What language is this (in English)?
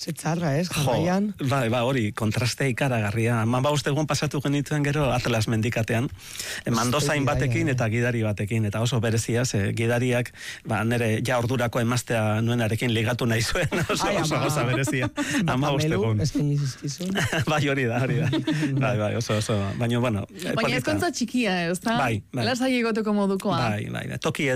Basque